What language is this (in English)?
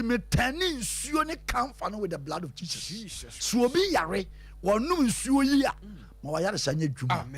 Akan